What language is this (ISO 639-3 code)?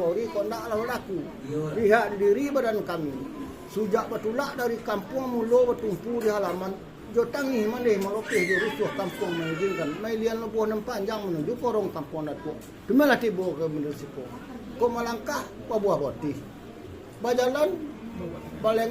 min